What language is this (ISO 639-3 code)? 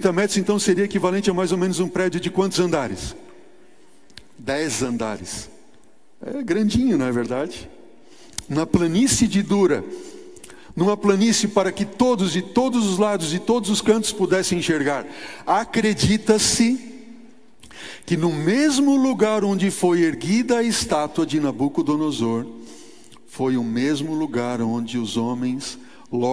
por